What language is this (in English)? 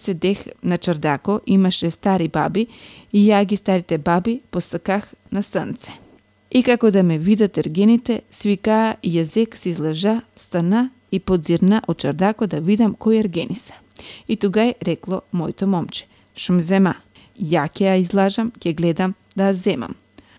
Macedonian